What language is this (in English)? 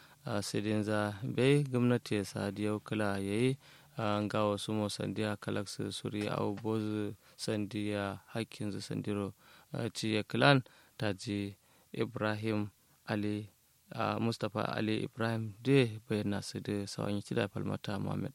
Kanuri